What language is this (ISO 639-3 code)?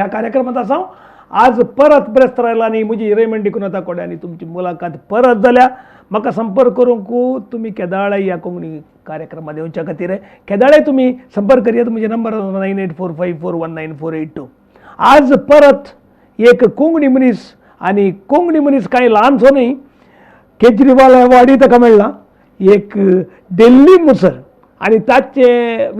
kok